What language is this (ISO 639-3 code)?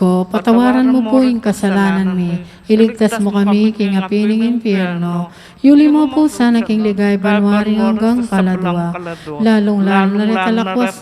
pam